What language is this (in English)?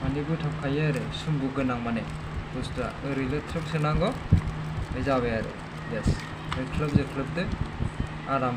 Bodo